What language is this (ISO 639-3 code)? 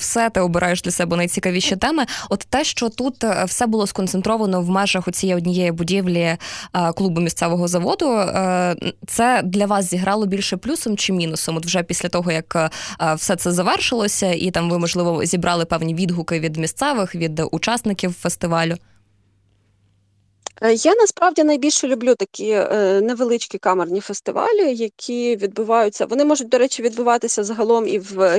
ukr